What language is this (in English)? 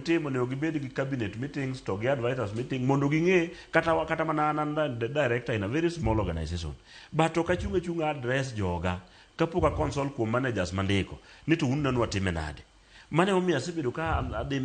Luo (Kenya and Tanzania)